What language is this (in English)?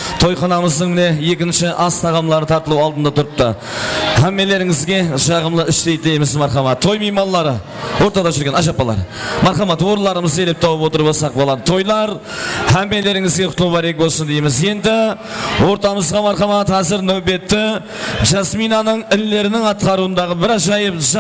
Kara-Kalpak